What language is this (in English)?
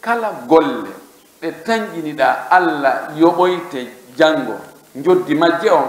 Pular